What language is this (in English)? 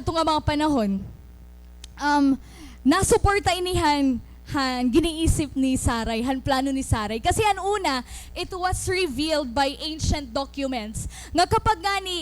Waray